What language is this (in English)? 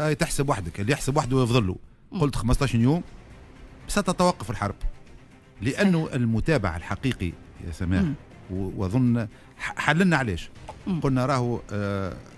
Tunisian Arabic